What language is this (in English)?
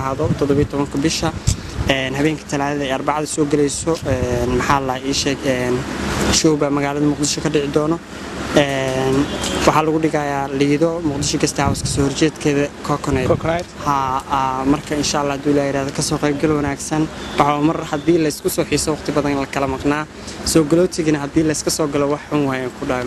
Somali